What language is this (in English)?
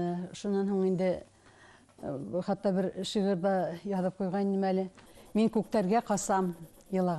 Bashkir